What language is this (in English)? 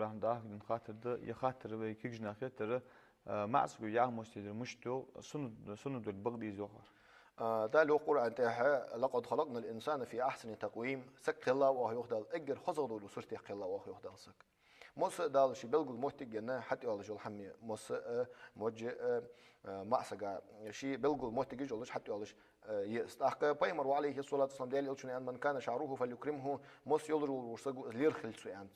Ingush